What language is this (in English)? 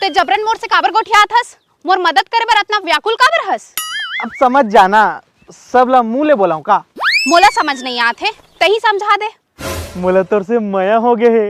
Chhattisgarhi